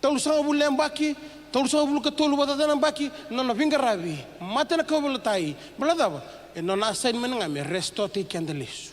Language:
Fijian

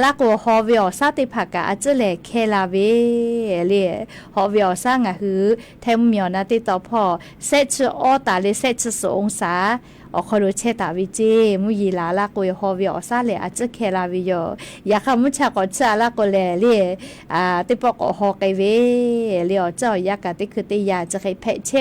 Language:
Lahu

